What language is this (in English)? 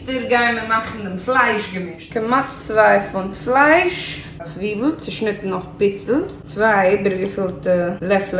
Yiddish